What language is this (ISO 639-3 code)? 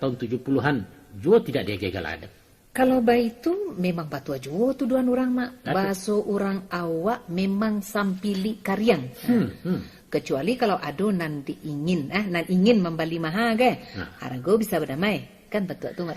min